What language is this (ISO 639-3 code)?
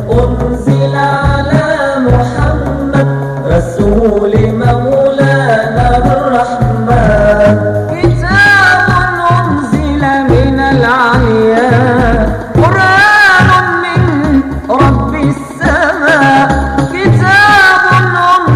ara